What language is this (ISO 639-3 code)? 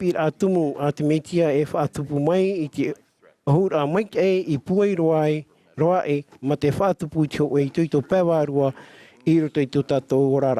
tah